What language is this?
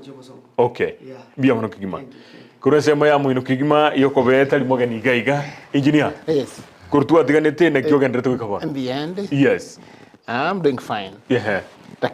Gusii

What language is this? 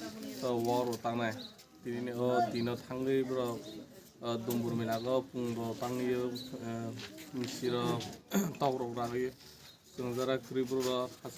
Kok Borok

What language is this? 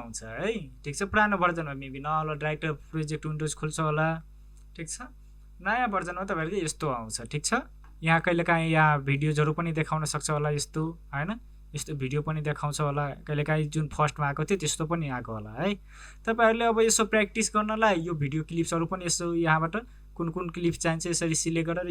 Nepali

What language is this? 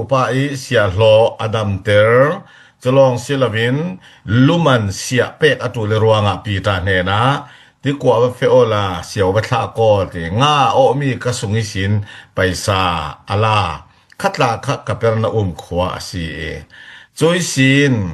Falam Chin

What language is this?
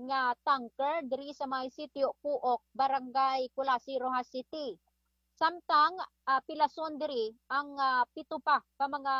Hiligaynon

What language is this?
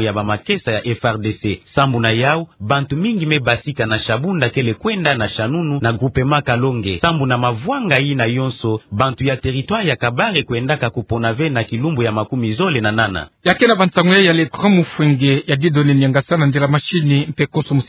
Kituba (Democratic Republic of Congo)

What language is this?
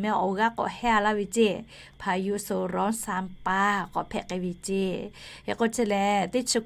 Lahu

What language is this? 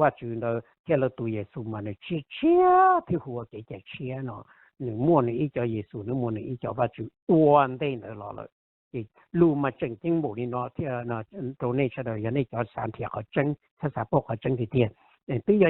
Hmong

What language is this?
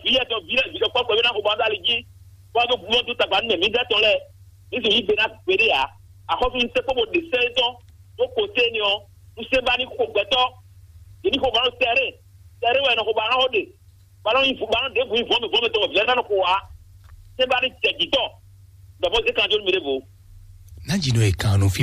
Fon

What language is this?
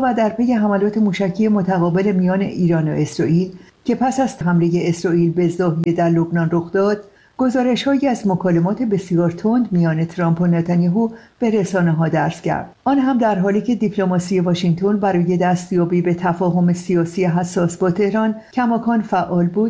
Persian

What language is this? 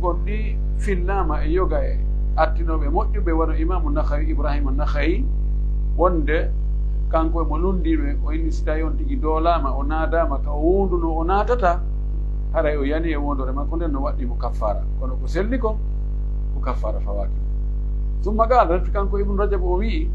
Pular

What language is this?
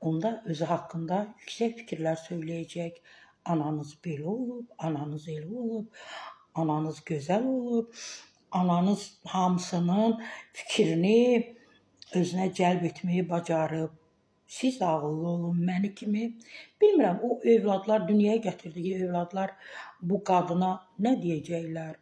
Azerbaijani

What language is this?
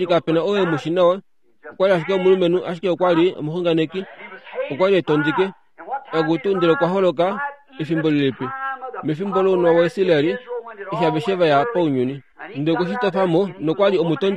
Kuanyama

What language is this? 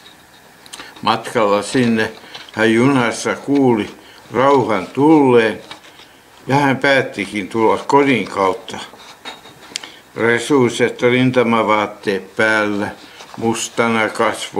Finnish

